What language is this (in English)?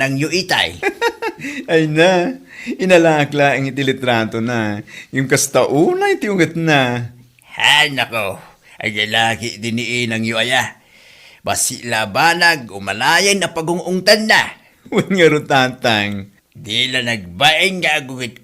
Iloko